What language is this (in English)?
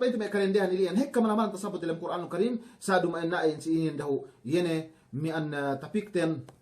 Yakan